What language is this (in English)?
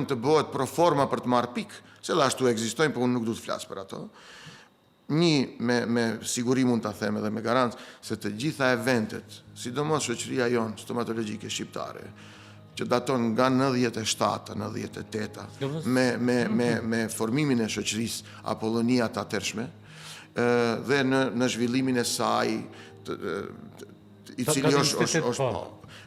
Albanian